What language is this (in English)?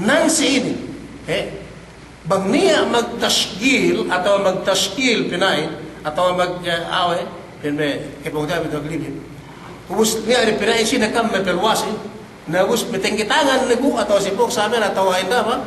Yakan